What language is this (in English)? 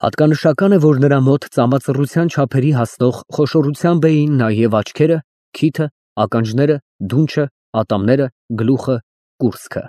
Armenian